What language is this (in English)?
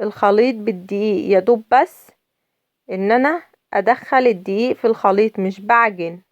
Egyptian Arabic